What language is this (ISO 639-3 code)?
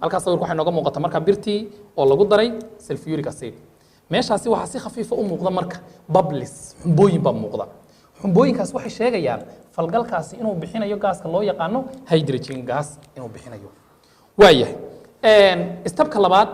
som